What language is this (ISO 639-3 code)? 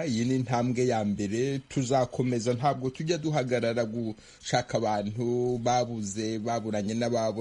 kin